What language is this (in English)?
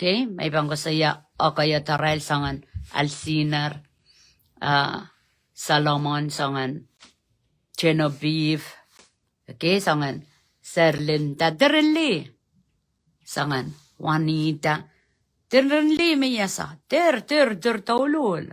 Pohnpeian